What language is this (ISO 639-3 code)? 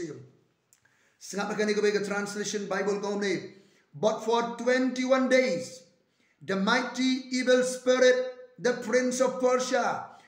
kha